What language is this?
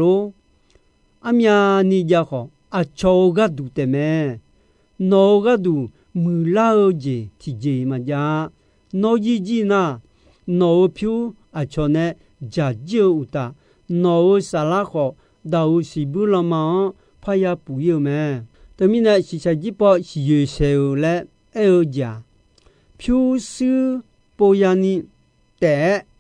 Akha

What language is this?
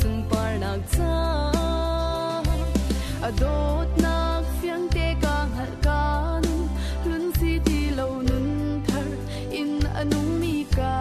Falam Chin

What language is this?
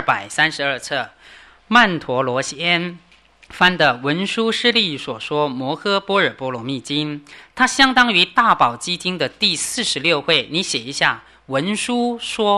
Chinese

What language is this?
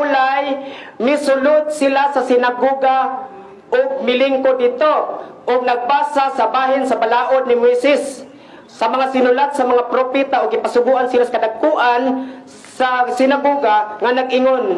Cebuano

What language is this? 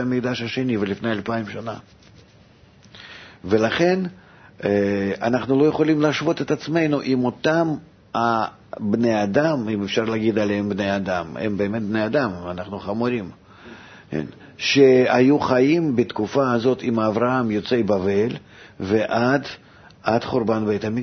Hebrew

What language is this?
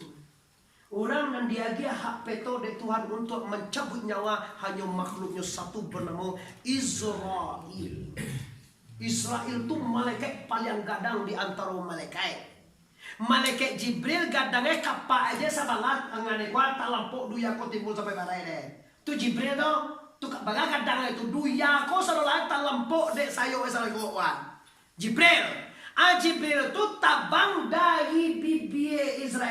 Minangkabau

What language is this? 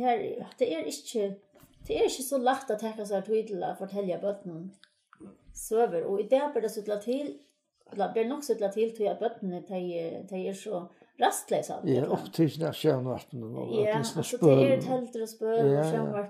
Faroese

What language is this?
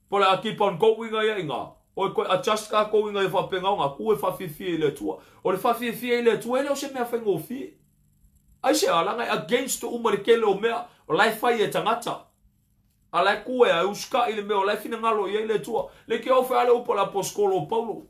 Samoan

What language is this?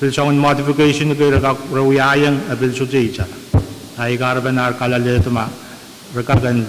Pohnpeian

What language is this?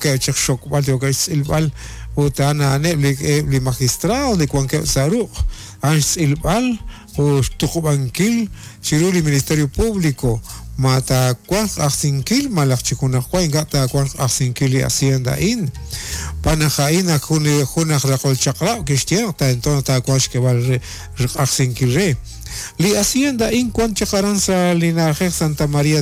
Kekchí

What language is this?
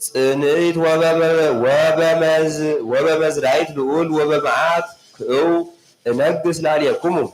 Geez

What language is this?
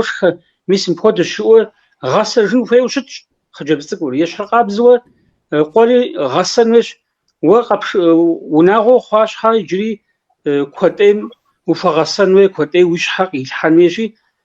Kabardian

